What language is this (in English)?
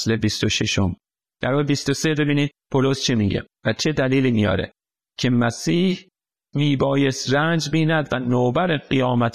Persian